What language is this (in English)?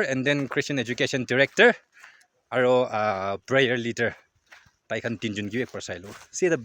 Naga Pidgin